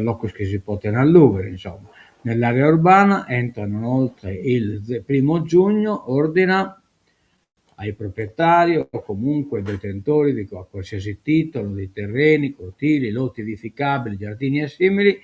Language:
Sardinian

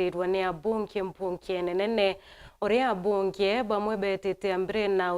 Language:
Meru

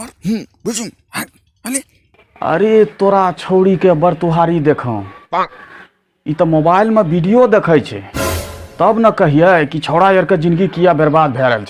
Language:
Angika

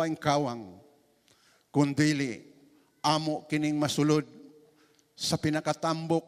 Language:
Cebuano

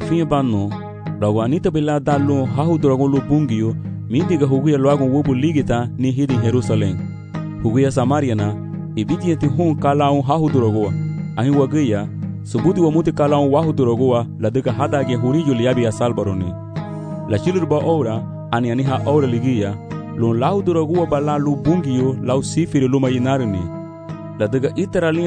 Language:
Garifuna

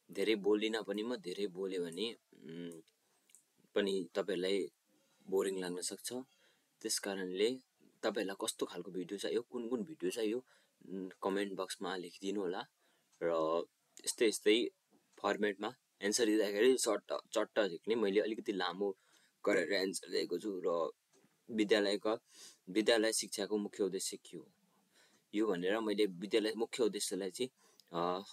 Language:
Nepali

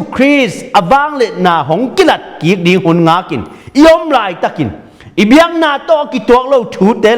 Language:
Tedim Chin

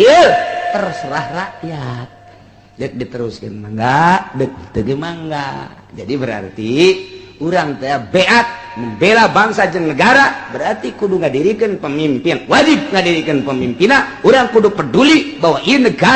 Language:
Sundanese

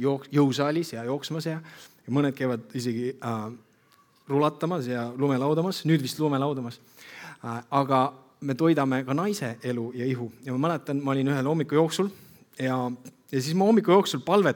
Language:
Estonian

